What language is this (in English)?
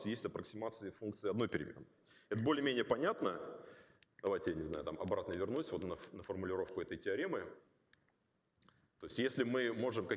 Russian